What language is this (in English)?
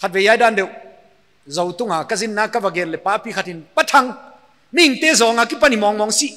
Paite Chin